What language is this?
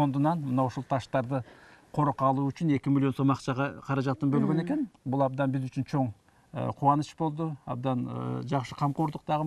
Kyrgyz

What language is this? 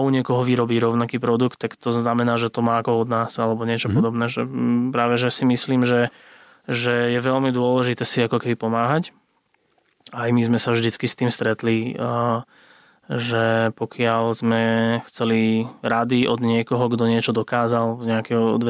Slovak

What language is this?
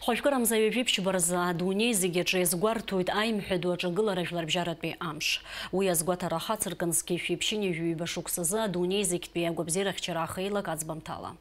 Abkhazian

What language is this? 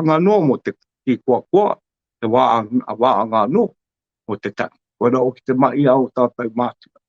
Māori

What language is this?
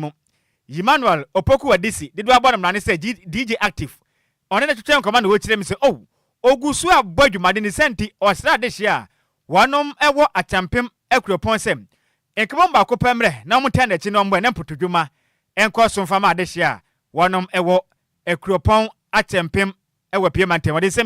Akan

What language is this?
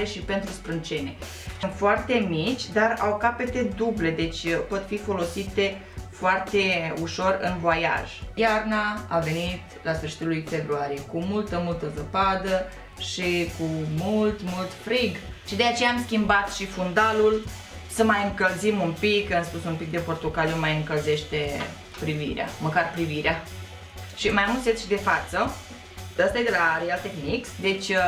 Romanian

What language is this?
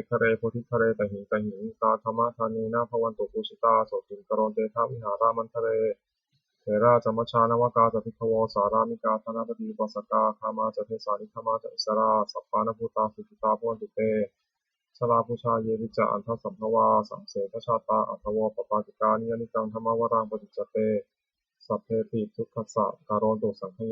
Pali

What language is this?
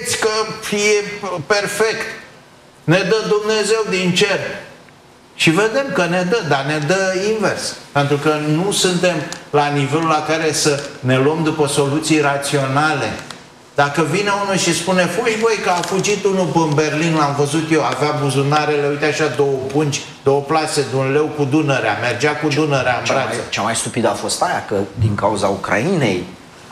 Romanian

